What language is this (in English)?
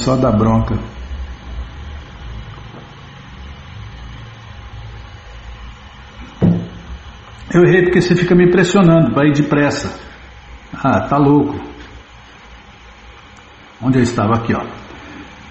Portuguese